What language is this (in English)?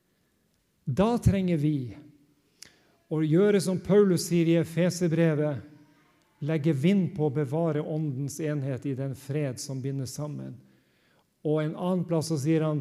Norwegian